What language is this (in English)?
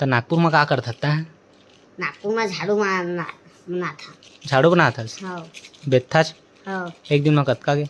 Chhattisgarhi